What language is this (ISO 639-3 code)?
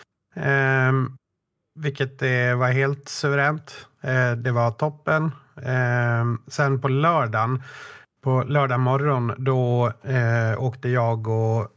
swe